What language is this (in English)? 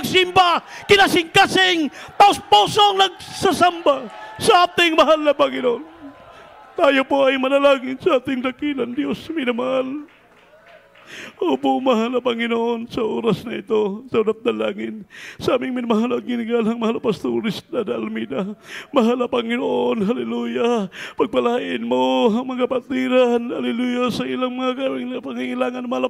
Filipino